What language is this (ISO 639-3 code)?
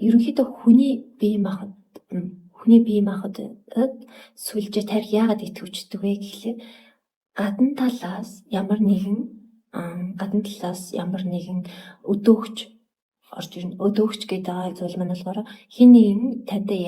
mon